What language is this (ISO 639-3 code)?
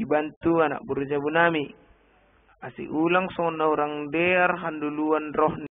bts